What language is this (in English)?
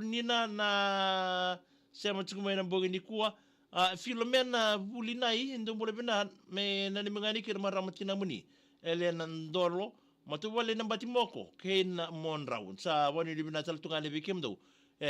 Fijian